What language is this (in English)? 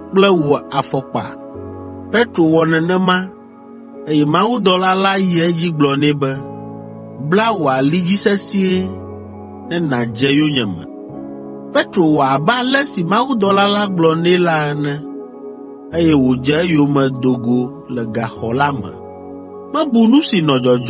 Ewe